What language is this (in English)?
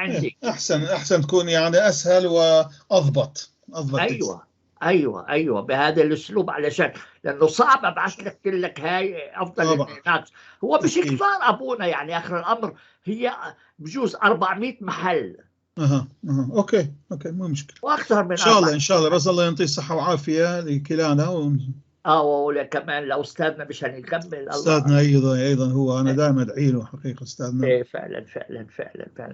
North Levantine Arabic